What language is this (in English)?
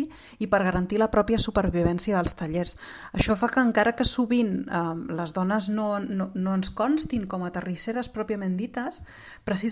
Catalan